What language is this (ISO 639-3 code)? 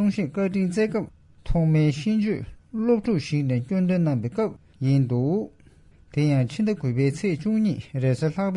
bod